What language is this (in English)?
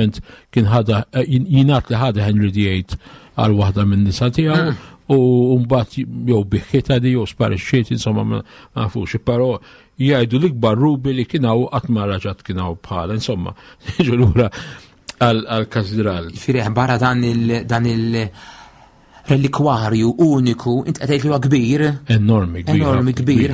Maltese